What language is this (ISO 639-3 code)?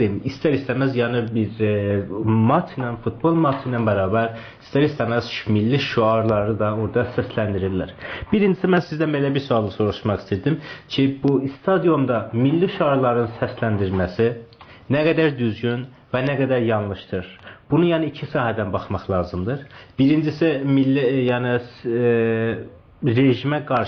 azb